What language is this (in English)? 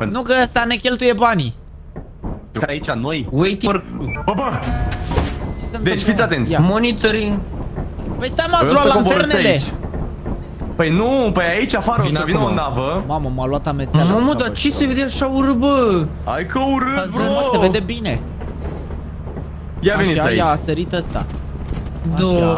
Romanian